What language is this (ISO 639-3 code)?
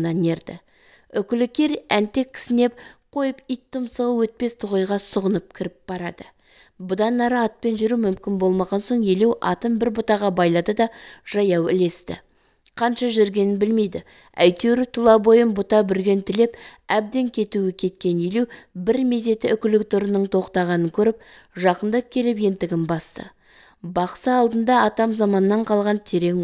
kaz